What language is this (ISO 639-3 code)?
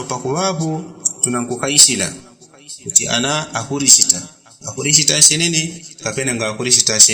yao